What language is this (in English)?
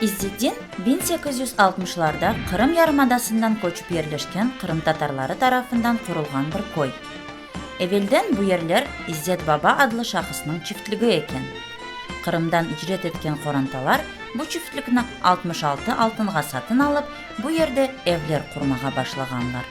Crimean Tatar